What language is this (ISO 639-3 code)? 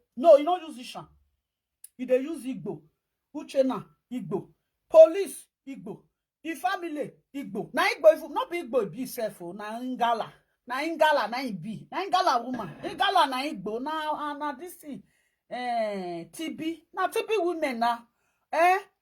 pcm